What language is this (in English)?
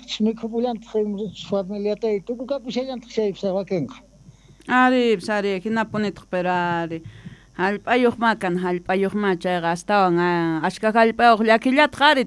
Quechua